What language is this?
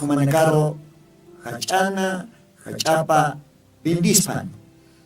Aymara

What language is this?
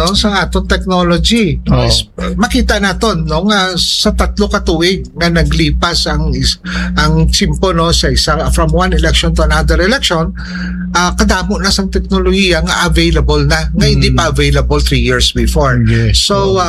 Hiligaynon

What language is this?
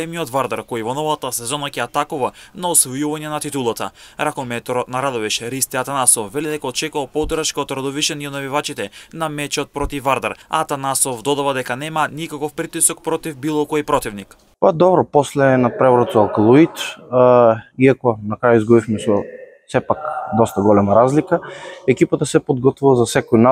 Macedonian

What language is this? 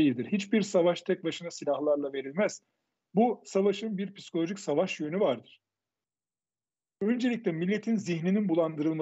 Turkish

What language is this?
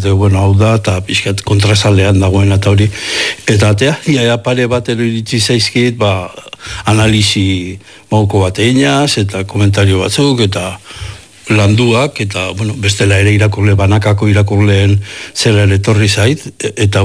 Basque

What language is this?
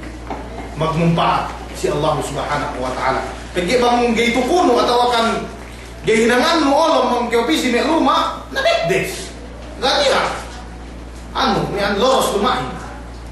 Yakan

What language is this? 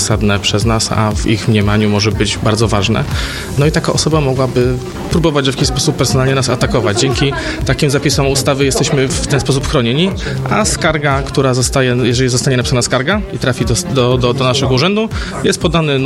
Polish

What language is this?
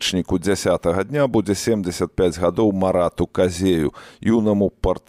Belarusian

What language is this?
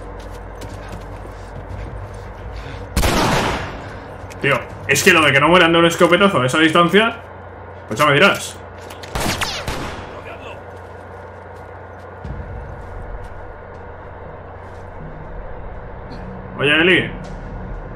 Spanish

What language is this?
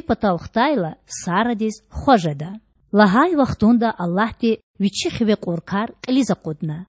Lezghian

